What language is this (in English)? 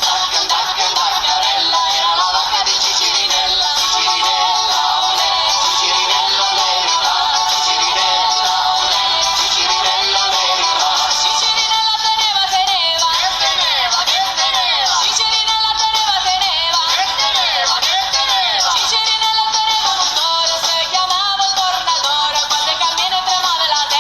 Neapolitan